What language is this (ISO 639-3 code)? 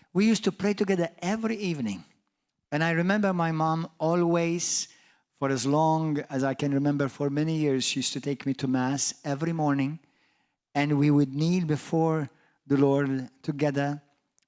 eng